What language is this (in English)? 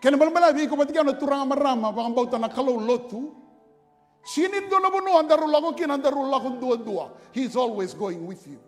Fijian